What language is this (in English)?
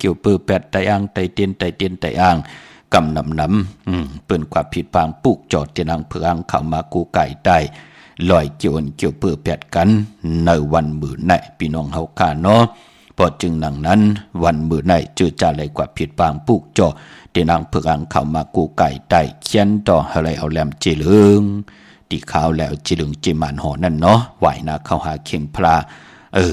Shan